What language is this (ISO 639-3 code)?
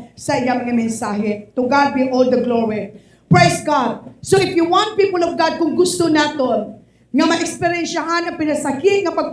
hil